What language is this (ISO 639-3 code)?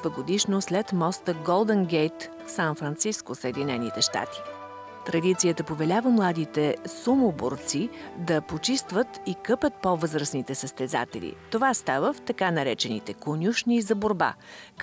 bul